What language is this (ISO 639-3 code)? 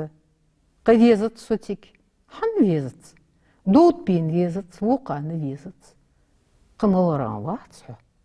inh